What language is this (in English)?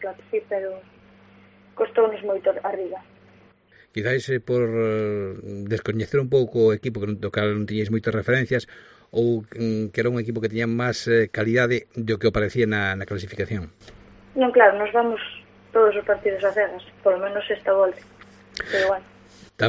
Galician